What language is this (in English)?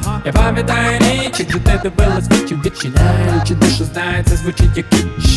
Ukrainian